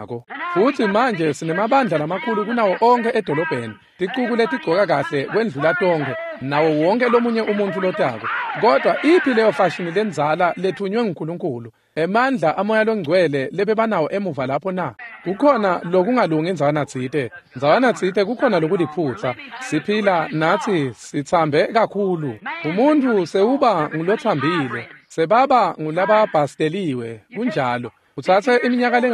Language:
Swati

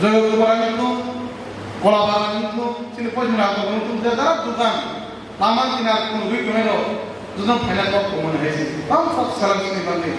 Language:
Kok Borok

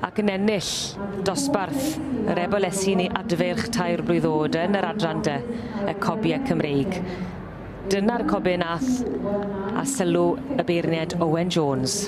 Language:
Welsh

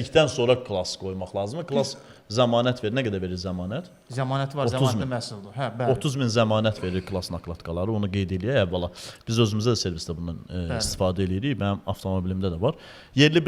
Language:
Azerbaijani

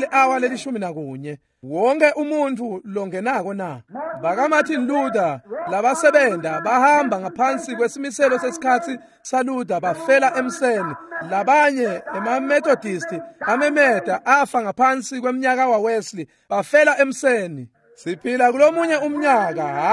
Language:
Swati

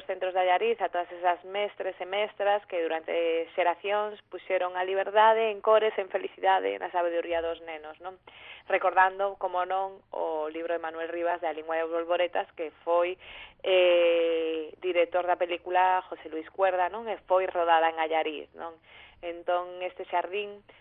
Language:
Galician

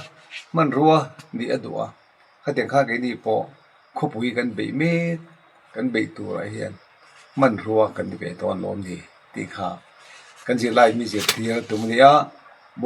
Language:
Mizo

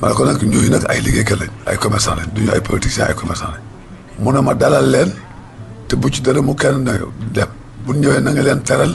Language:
Wolof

